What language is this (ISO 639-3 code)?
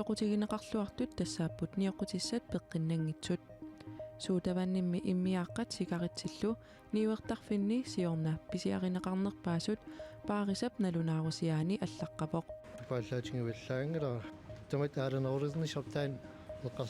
kal